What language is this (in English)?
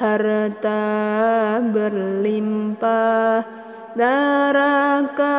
Sundanese